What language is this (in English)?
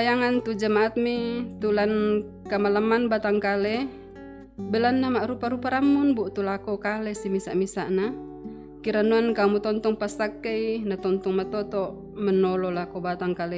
Toraja-Sa'dan